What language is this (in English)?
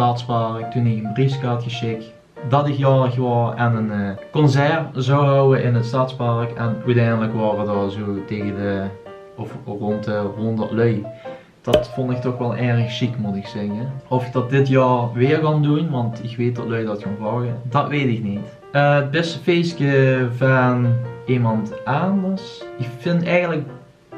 Limburgish